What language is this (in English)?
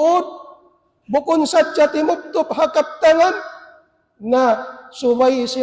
Tausug